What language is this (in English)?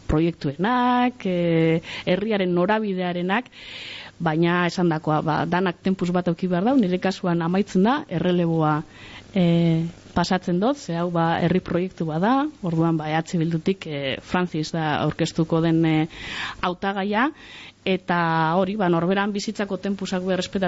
Basque